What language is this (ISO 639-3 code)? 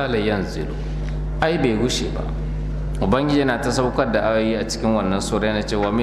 hau